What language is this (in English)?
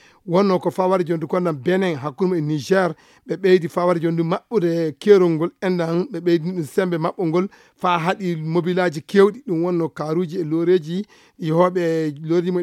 Fula